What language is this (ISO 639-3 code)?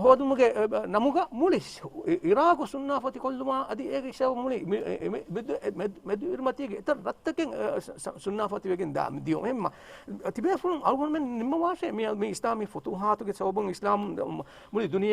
div